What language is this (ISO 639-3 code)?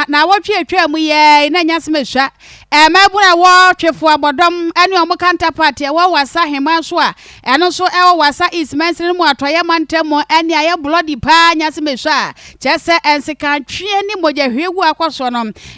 aka